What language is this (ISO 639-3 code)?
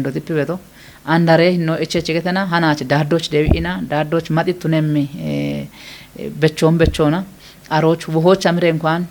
kbr